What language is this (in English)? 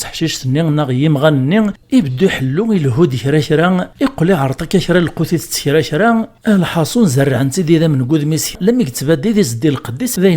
Kabyle